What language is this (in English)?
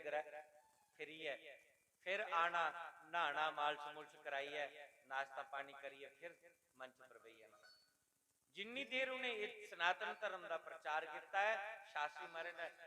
Dogri